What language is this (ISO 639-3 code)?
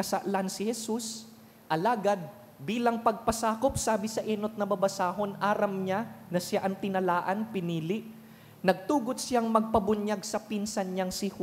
bik